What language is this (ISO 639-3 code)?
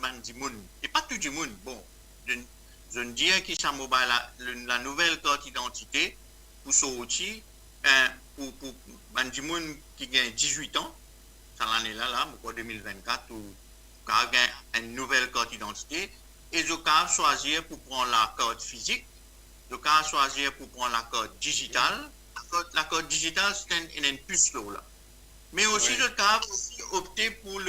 mfe